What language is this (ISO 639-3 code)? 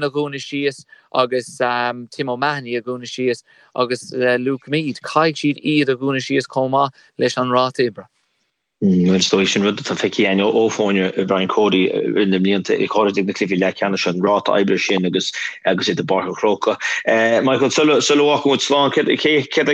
gle